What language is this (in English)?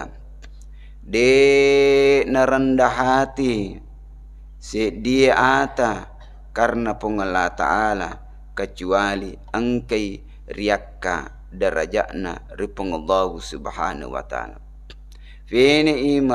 Buginese